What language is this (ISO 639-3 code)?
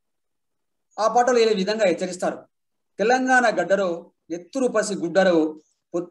tel